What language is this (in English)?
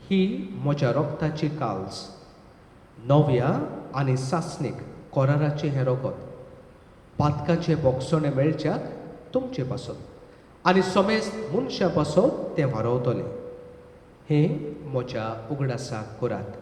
Konkani